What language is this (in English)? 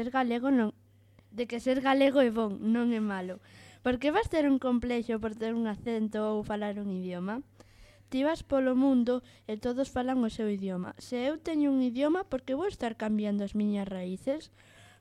Galician